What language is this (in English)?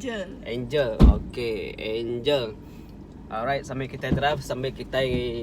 Iban